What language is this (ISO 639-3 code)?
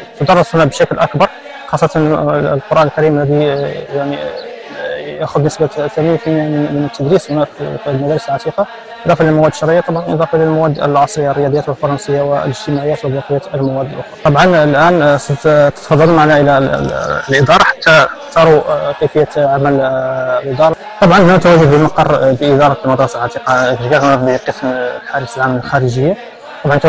ara